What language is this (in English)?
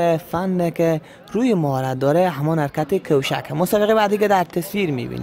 Persian